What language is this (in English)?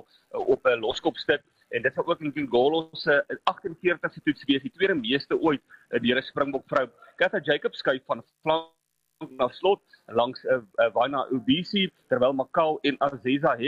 Afrikaans